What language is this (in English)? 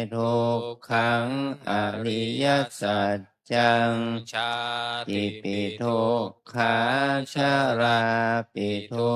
Pali